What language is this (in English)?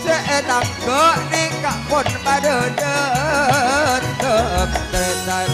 Madurese